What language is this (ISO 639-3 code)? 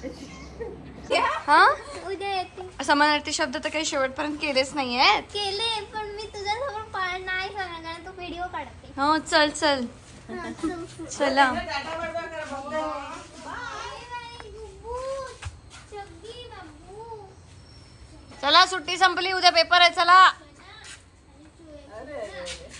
mar